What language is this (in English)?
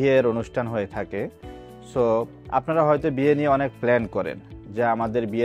Bangla